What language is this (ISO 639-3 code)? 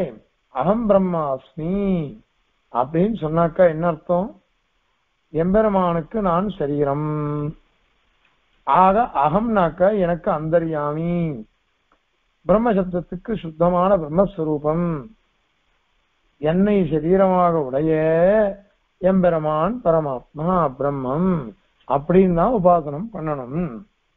tam